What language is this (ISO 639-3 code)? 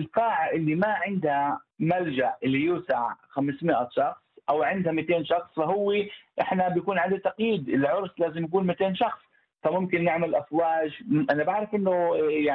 apc